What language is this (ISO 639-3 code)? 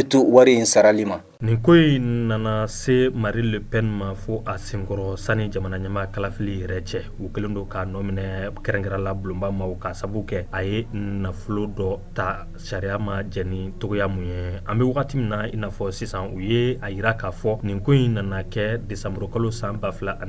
bam